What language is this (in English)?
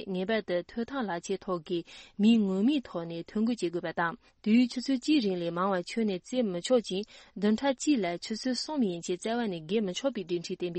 Tibetan